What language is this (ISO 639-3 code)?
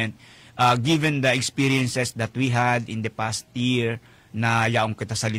bik